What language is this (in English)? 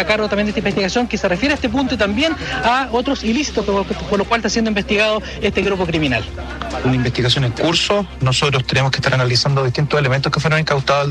Spanish